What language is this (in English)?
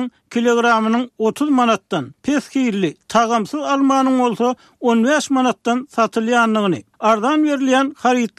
Turkmen